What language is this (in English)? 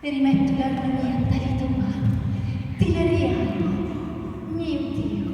Sicilian